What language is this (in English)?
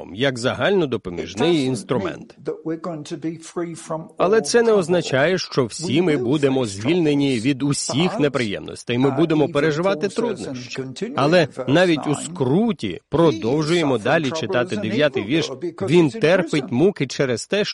Ukrainian